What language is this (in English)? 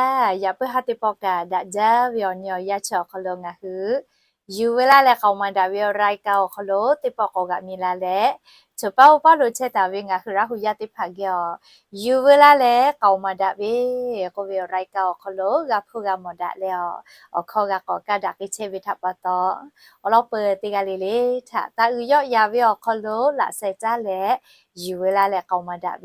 Lahu